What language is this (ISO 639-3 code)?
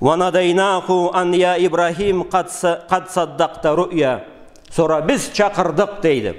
krc